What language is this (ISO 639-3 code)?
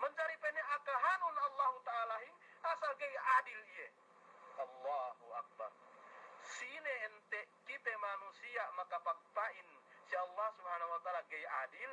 yka